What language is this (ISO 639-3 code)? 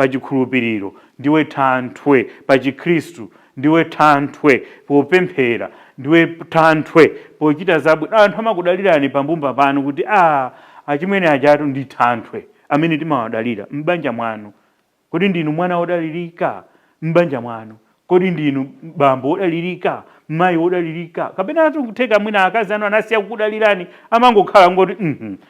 nya